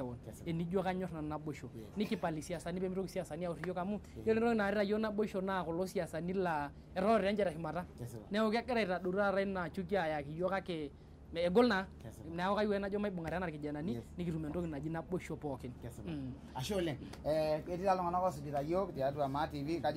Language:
Masai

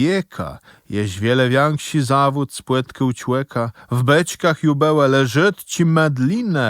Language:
Kashubian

